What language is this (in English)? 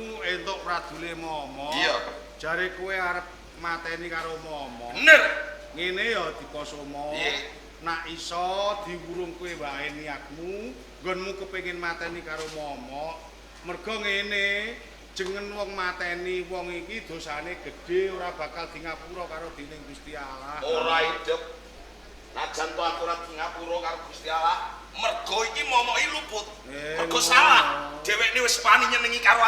Javanese